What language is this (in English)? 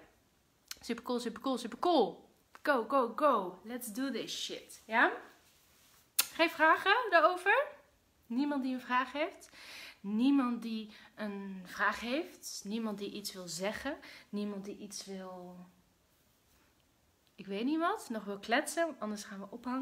Dutch